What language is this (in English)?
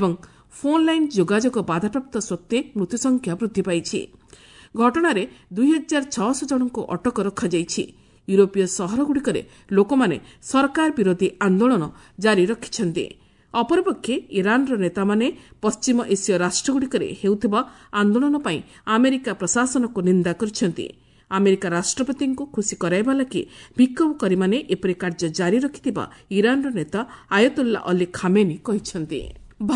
Odia